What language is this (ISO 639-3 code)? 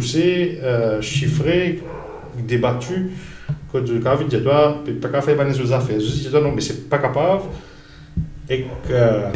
mfe